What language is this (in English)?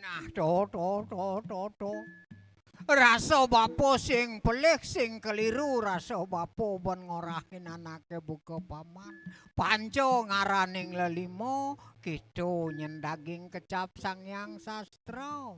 Balinese